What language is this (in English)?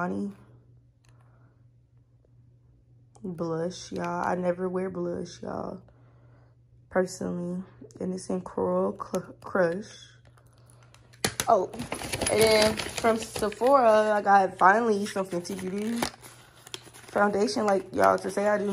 English